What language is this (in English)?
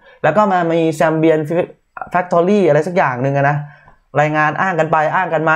Thai